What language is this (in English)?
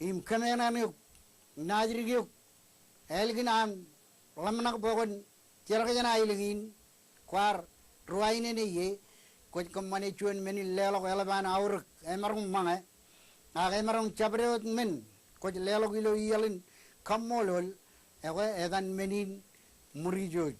Marshallese